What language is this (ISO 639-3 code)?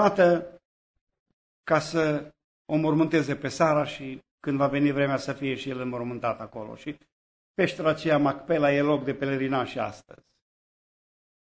ron